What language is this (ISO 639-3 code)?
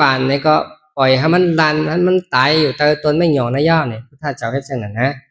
shn